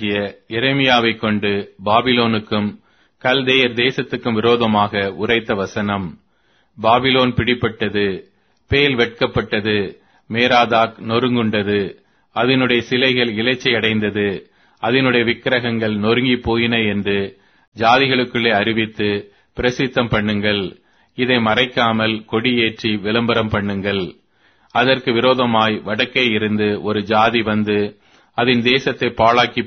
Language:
Tamil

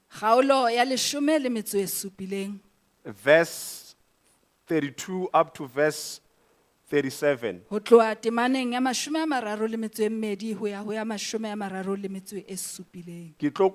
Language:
Southern Sotho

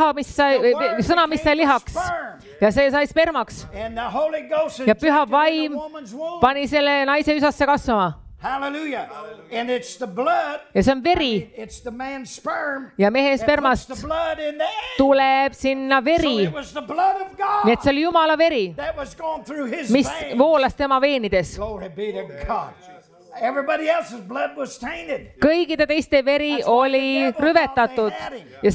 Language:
Estonian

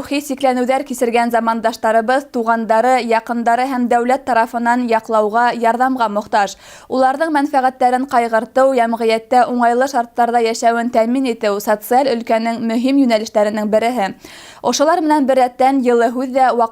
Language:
Bashkir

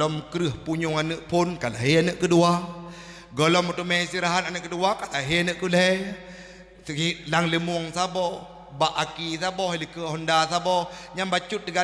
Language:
Achinese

